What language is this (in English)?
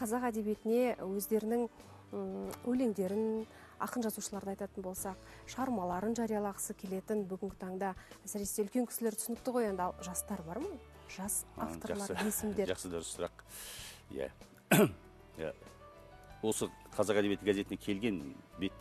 Kazakh